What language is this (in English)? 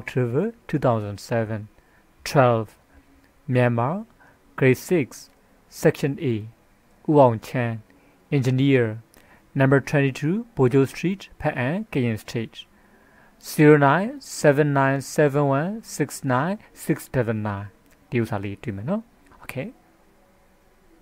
Burmese